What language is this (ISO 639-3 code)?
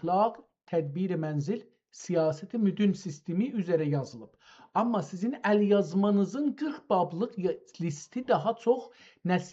azb